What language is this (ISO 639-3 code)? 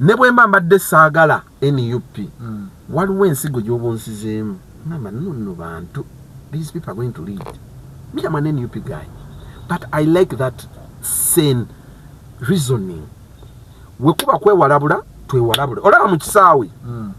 lug